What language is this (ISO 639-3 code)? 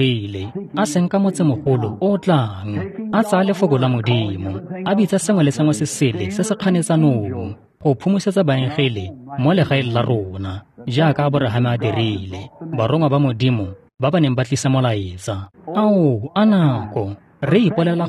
tsn